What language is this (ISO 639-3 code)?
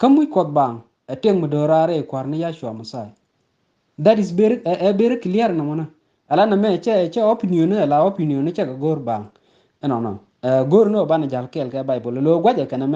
nus